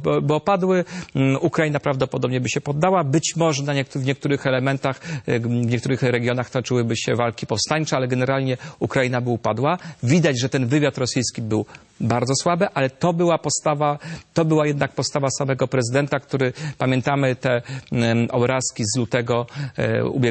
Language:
Polish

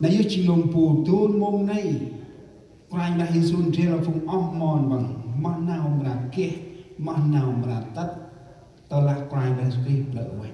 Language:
Central Mnong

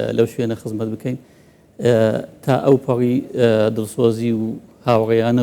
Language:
Central Kurdish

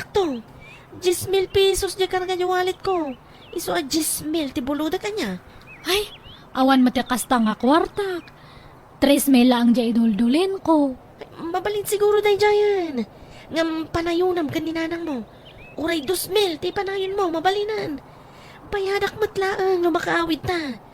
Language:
Iloko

